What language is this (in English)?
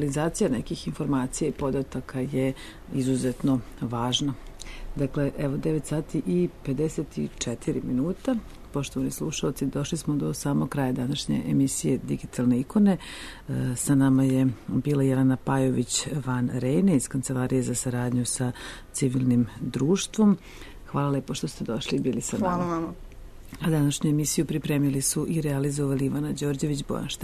Serbian